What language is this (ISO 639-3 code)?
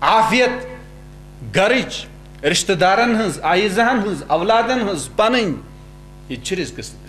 kas